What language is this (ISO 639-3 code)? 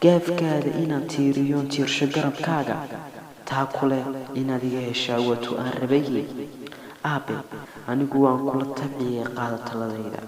som